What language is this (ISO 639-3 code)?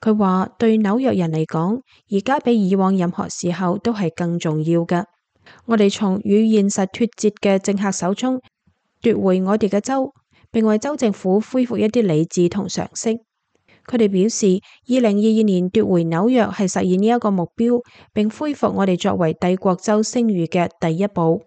yue